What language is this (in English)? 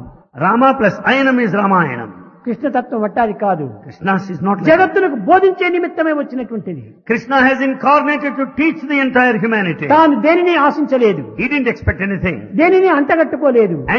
Telugu